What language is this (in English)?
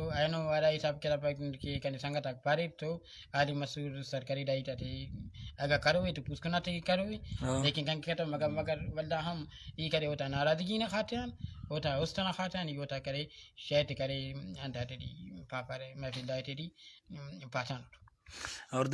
Brahui